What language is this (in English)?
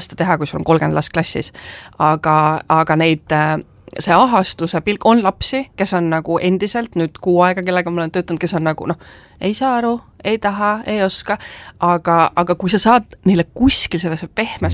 Estonian